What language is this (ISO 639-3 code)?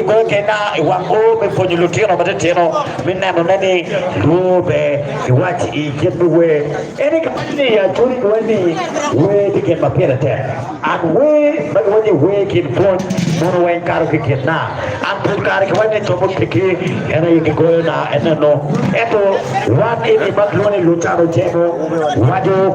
ach